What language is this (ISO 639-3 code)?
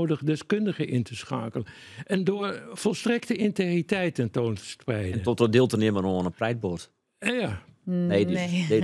fry